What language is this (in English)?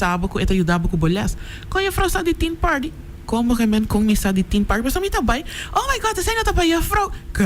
Papiamento